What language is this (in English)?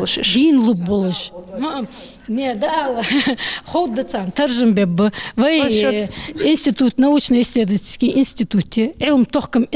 Ingush